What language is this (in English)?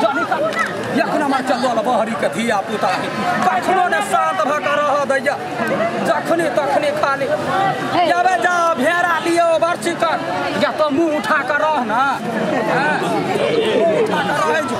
Maithili